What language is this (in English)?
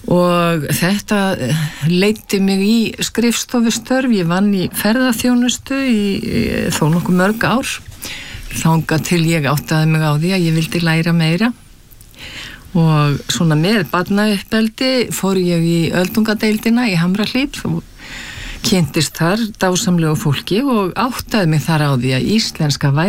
Icelandic